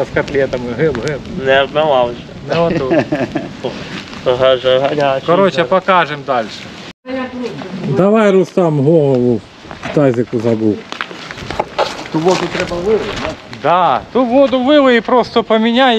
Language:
Ukrainian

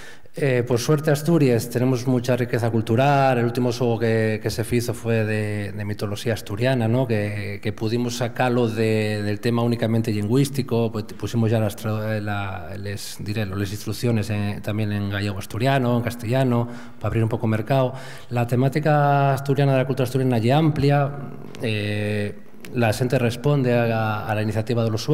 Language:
Asturian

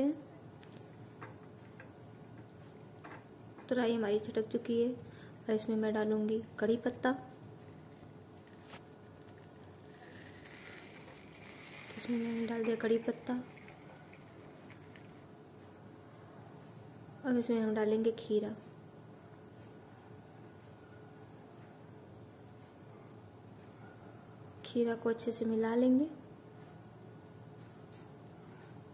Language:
Hindi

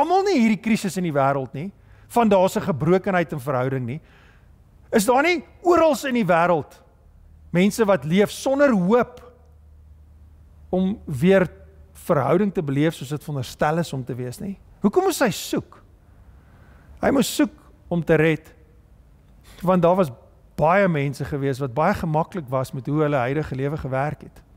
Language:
Afrikaans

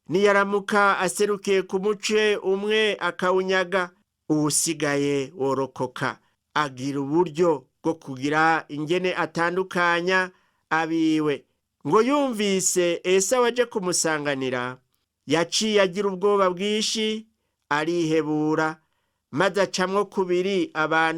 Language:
Rundi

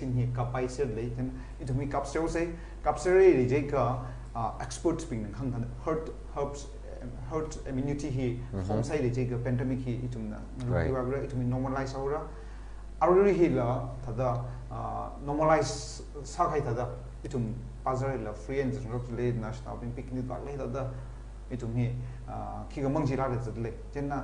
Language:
Tangkhul Naga (India)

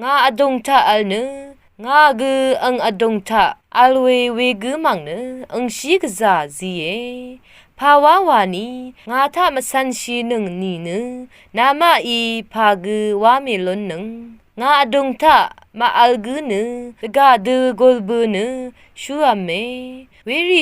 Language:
Rawang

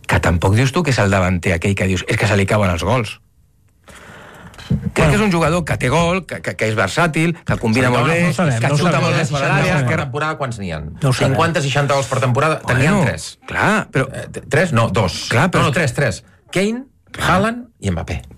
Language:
Catalan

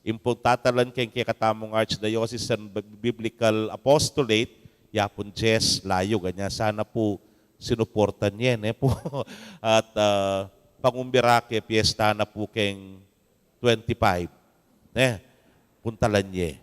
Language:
Pampanga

